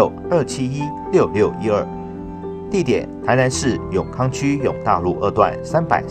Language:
Chinese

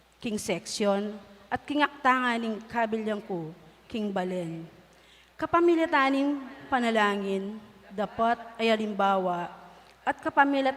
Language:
Pampanga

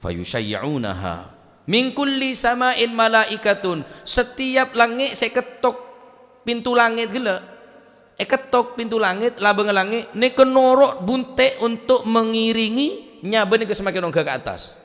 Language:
Madurese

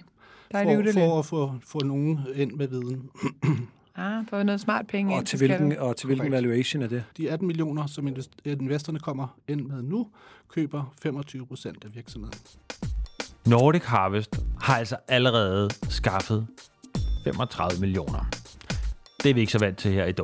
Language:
Danish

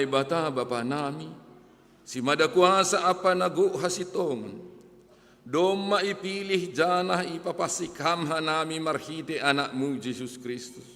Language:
Batak Simalungun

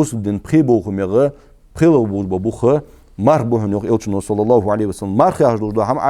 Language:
Ingush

